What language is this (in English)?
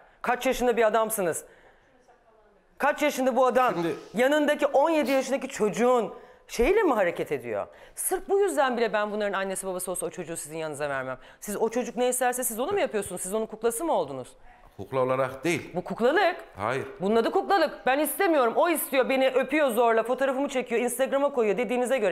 Turkish